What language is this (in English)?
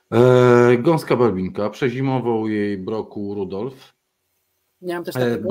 Polish